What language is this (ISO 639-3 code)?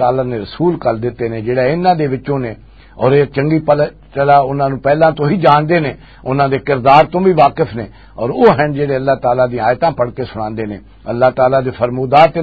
lah